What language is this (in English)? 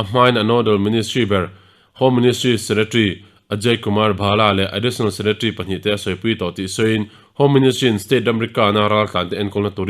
Mizo